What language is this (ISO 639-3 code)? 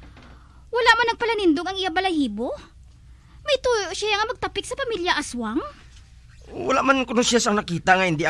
hil